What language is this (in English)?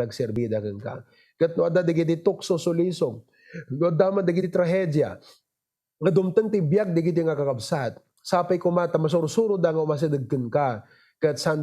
Iloko